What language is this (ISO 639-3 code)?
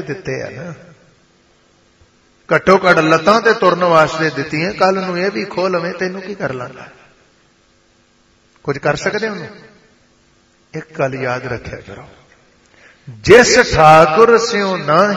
pan